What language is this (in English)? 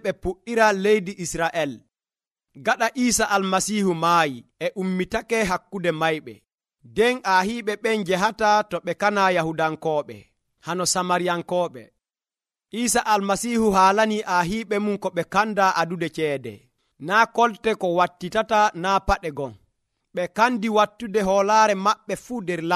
Nigerian Fulfulde